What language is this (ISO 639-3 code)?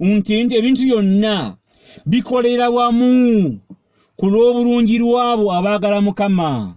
lug